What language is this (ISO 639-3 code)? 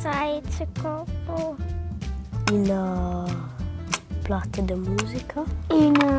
roh